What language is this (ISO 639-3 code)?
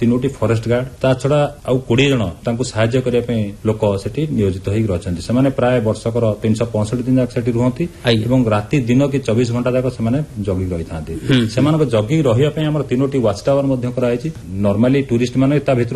ori